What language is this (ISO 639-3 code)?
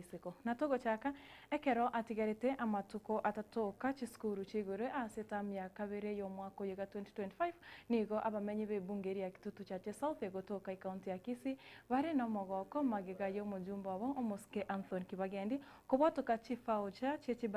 guz